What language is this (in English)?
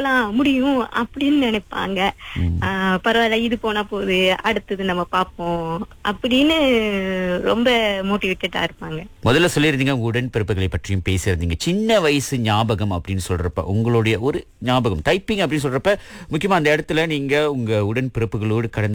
Tamil